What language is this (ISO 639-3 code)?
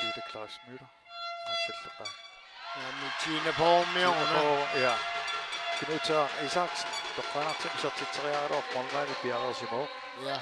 kal